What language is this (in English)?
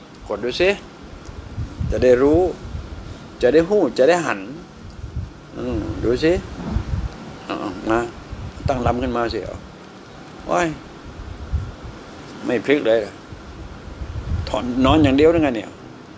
Thai